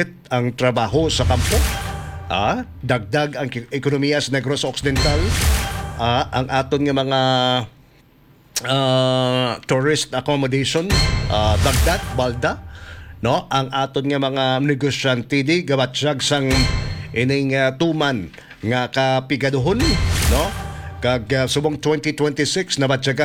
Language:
Hiligaynon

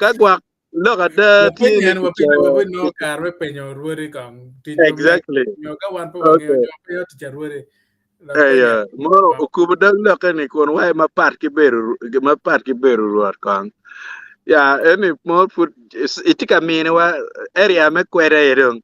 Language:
Acoli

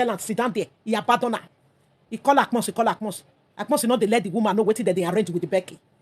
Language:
Nigerian Pidgin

